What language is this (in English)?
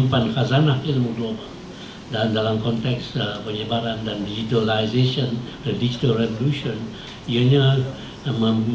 Malay